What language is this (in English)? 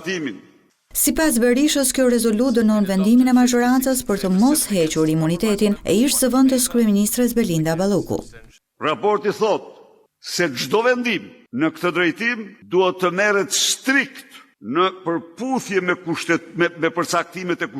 Albanian